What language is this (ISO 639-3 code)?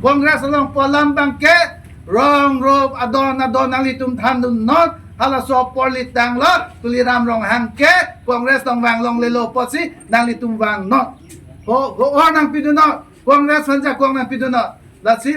mjw